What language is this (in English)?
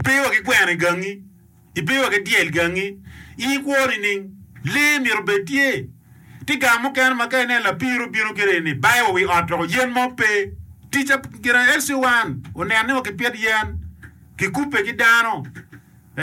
Acoli